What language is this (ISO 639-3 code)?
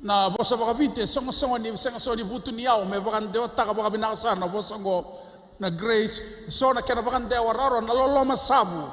fij